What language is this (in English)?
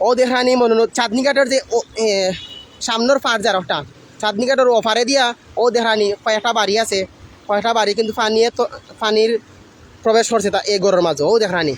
Sylheti